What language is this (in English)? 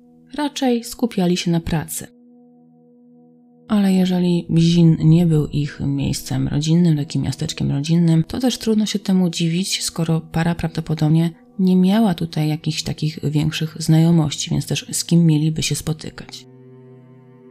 Polish